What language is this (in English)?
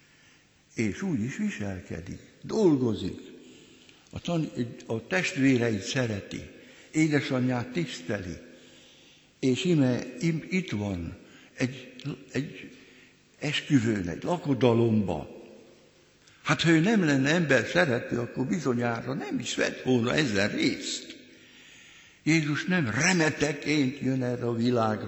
Hungarian